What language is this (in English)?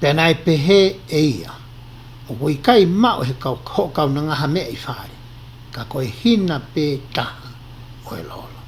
Tongan